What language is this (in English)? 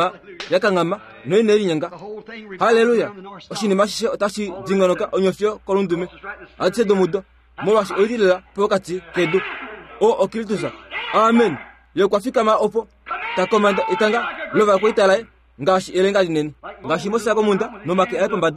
Kuanyama